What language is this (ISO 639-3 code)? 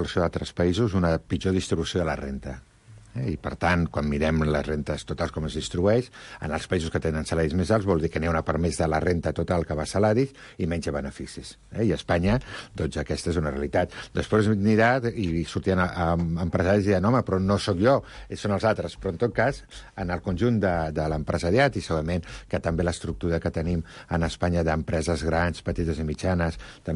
cat